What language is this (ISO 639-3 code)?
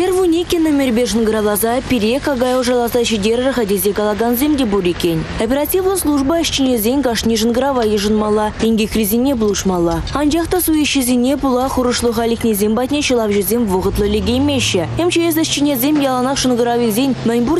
chv